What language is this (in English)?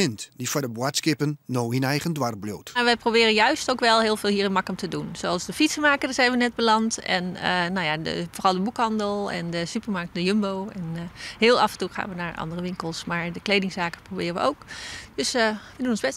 Western Frisian